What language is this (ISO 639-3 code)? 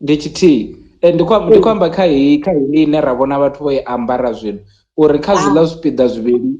ven